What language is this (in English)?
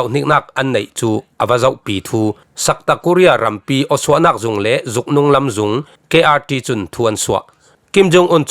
Falam Chin